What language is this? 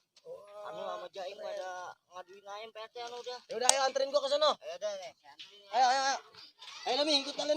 Betawi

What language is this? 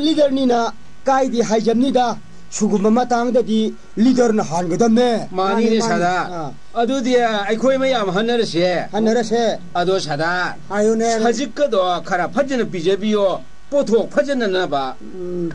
Manipuri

